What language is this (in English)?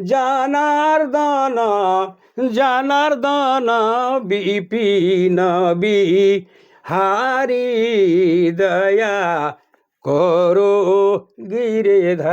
Sadri